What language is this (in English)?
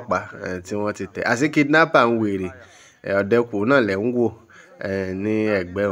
Yoruba